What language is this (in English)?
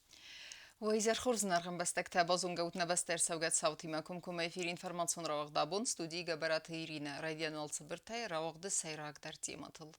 Ossetic